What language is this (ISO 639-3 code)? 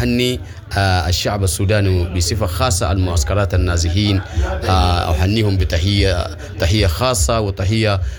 apd